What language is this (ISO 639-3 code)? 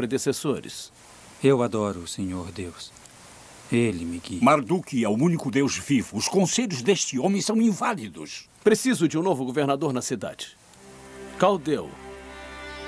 por